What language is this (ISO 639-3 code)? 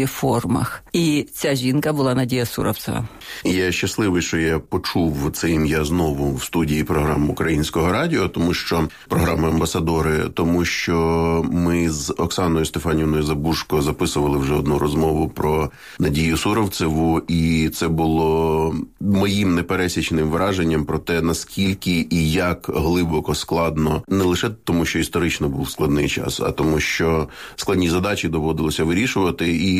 ukr